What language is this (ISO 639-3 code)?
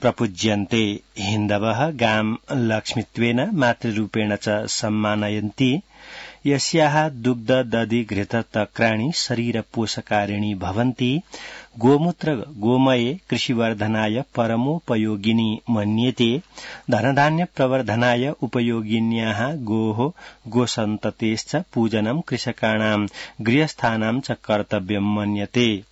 san